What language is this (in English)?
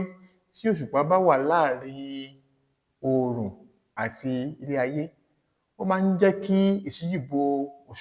Yoruba